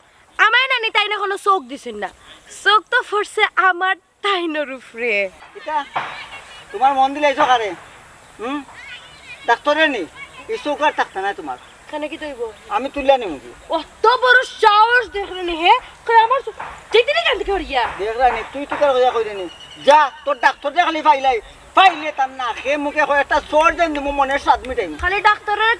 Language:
Sylheti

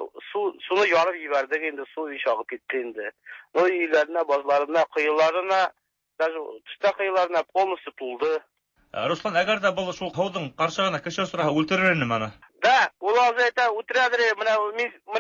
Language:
Tatar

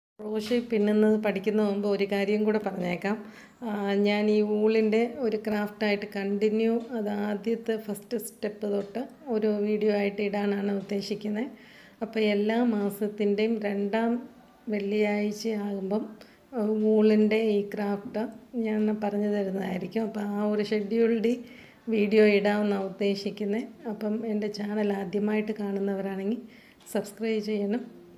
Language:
Malayalam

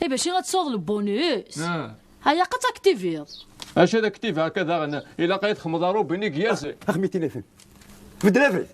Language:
Kabyle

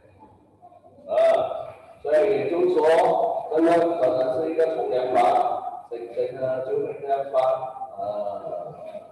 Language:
Chinese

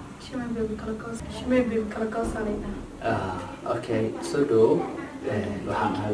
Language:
Somali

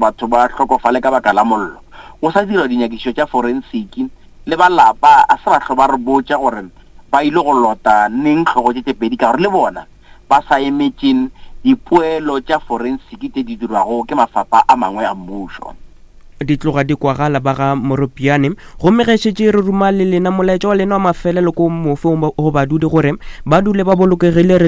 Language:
Northern Sotho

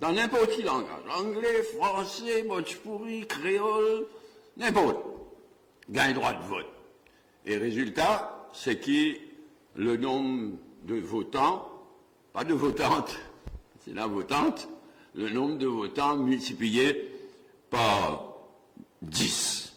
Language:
Morisyen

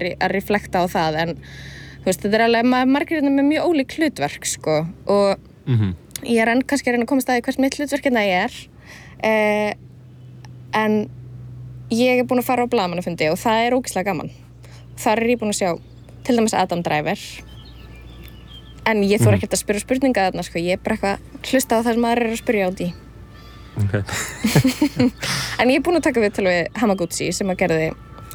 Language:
Icelandic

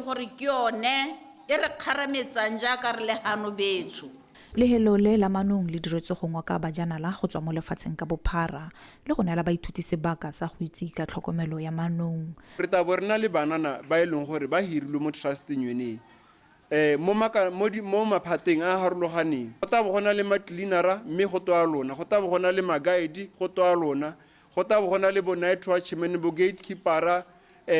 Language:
Tswana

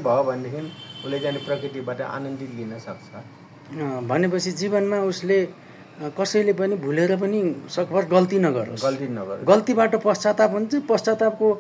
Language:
Nepali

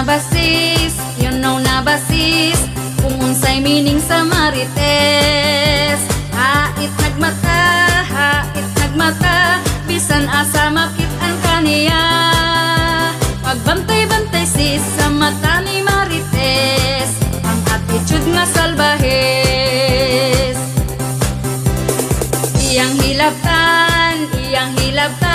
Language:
Cebuano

